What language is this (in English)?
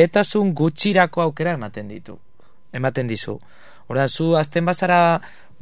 Basque